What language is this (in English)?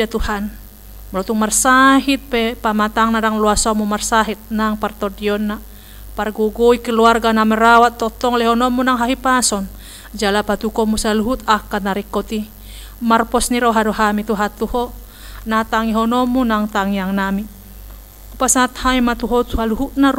Batak Toba